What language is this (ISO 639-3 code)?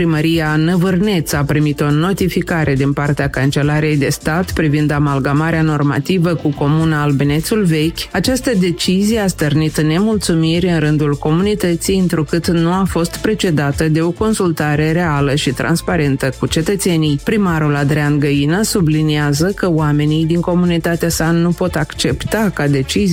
ron